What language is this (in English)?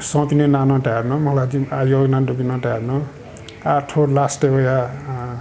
Newari